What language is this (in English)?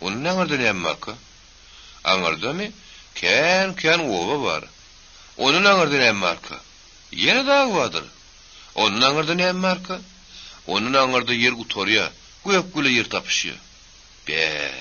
Turkmen